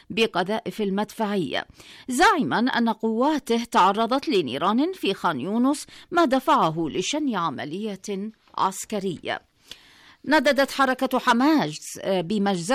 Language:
Arabic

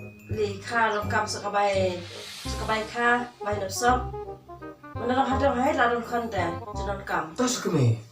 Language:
Khasi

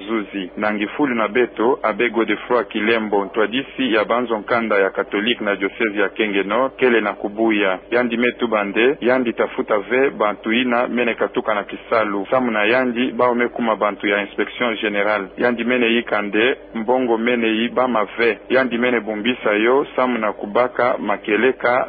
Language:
Kituba (Democratic Republic of Congo)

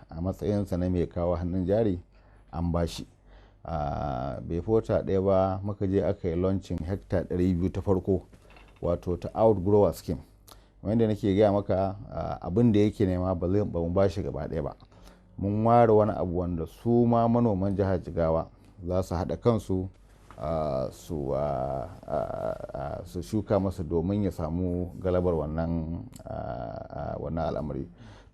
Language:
Hausa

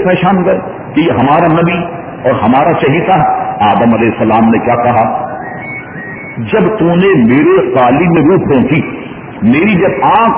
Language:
Urdu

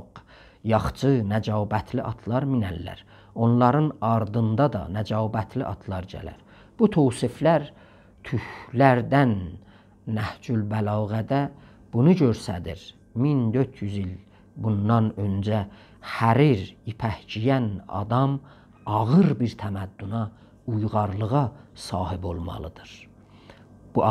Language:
South Azerbaijani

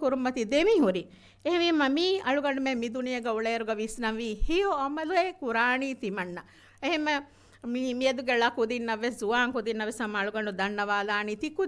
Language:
Divehi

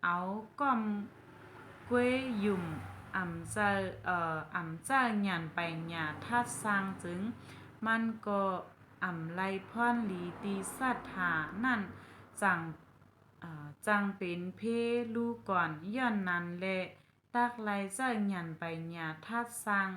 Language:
Shan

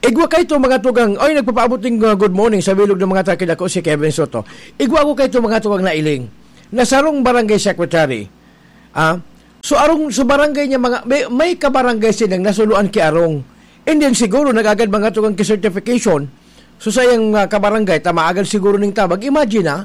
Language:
Bikol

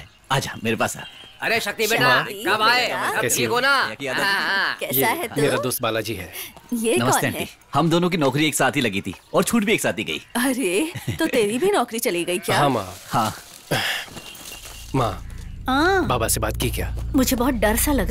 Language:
Hindi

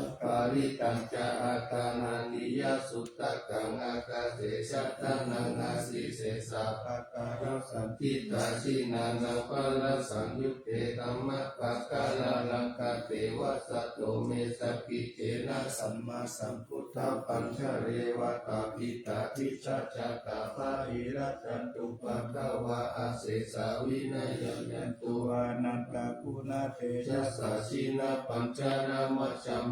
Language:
Pali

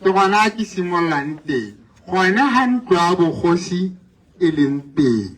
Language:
Tswana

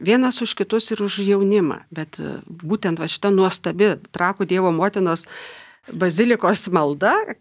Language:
Lithuanian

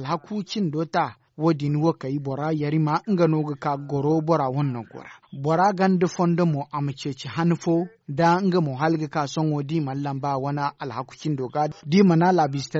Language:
Zarma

